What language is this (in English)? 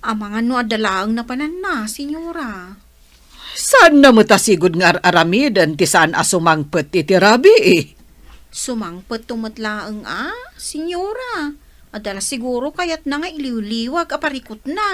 Iloko